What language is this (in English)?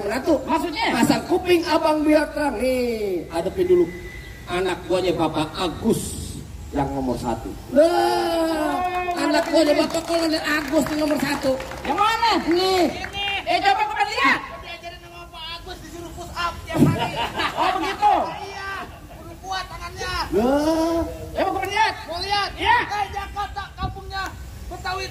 Betawi